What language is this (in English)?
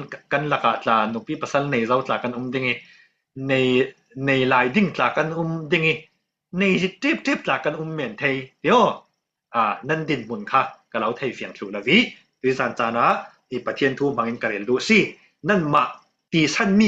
Falam Chin